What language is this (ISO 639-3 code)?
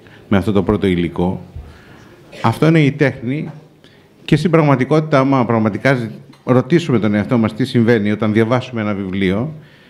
ell